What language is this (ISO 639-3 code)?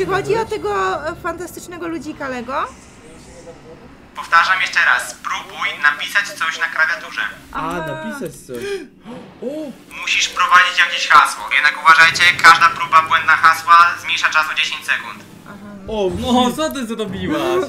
pol